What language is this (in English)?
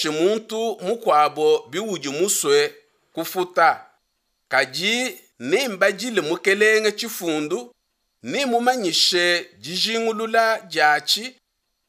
Luba-Lulua